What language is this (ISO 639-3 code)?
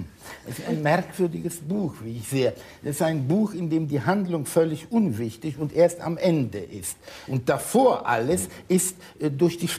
deu